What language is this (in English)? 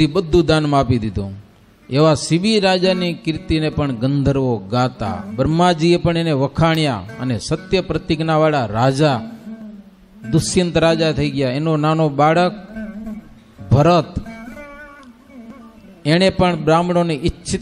Gujarati